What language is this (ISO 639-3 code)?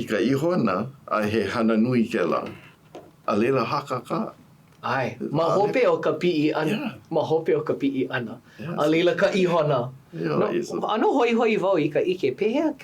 haw